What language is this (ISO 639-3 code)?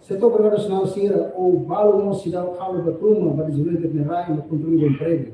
tet